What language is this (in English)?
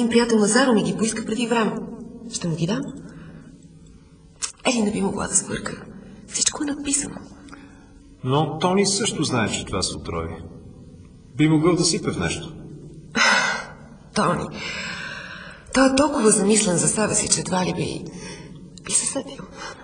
Bulgarian